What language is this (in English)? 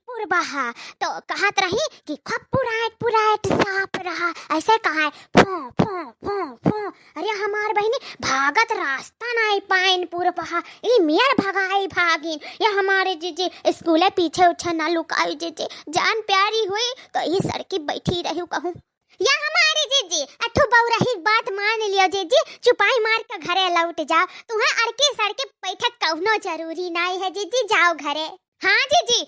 Awadhi